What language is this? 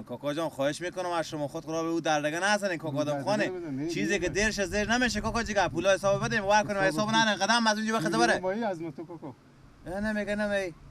Persian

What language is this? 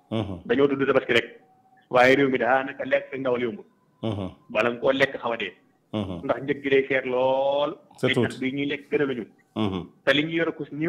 Wolof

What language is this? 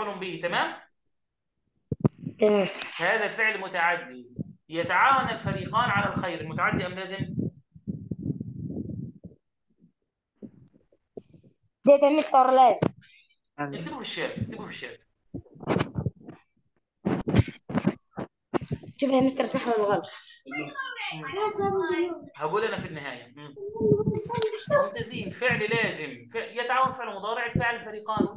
Egyptian Arabic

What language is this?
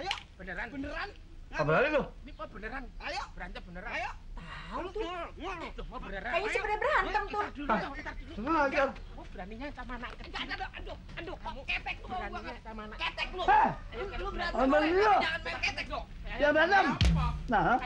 Betawi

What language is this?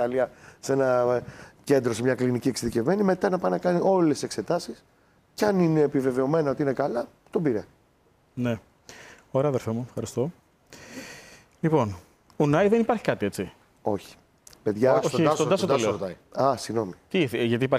Greek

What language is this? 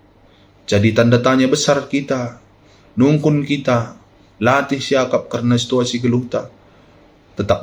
Batak Karo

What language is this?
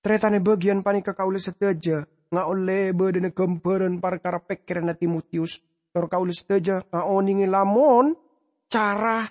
Madurese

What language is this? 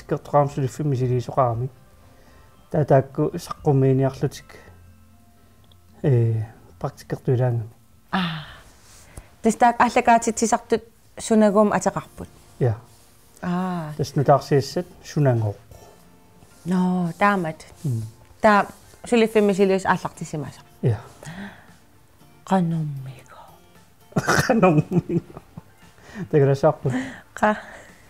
Kalaallisut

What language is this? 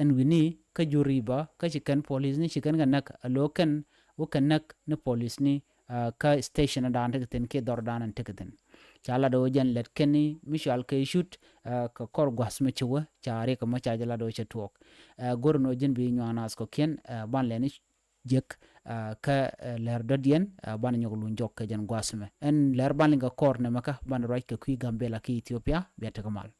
Nuer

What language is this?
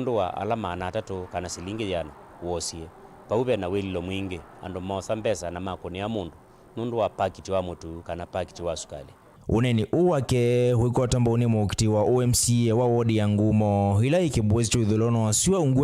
Kamba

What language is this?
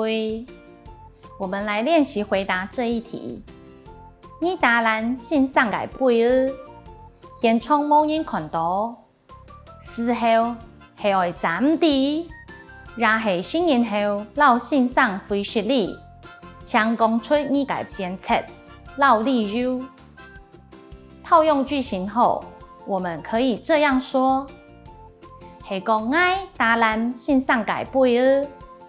Hakka Chinese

